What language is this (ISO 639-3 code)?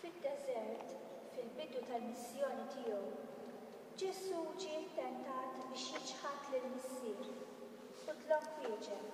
mlt